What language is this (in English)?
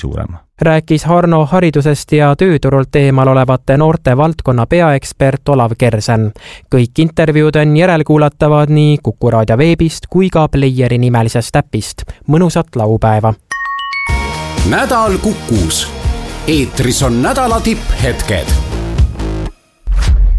Estonian